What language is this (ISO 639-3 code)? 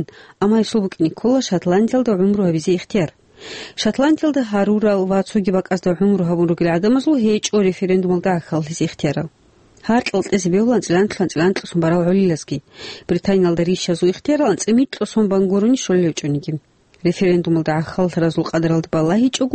ava